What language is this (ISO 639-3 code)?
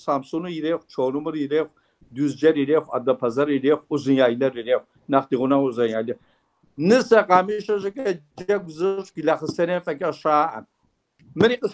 kbd